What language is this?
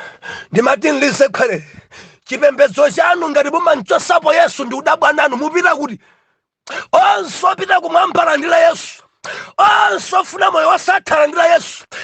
Nyanja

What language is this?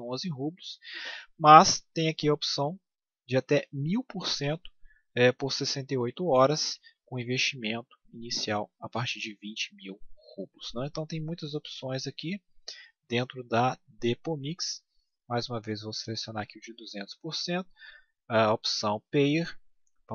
Portuguese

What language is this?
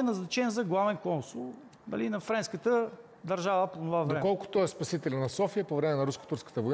Bulgarian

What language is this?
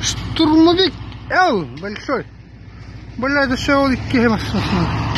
Yakut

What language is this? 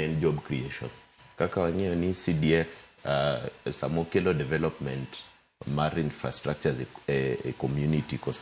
Luo (Kenya and Tanzania)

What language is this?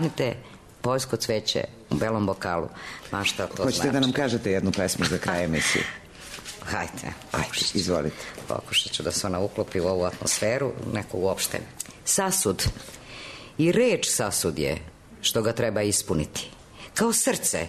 Serbian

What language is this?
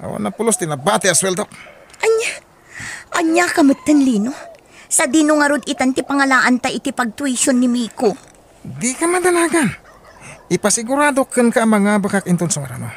Iloko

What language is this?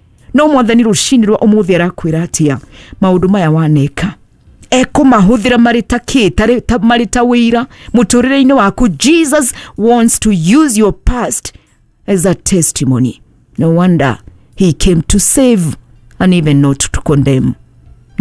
Kikuyu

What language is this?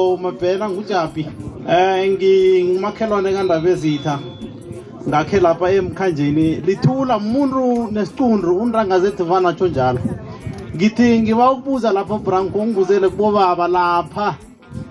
South Ndebele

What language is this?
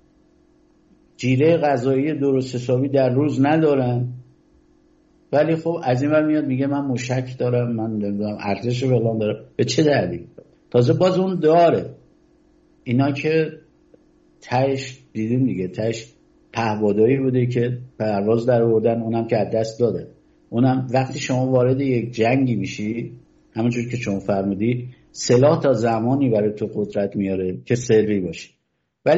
Persian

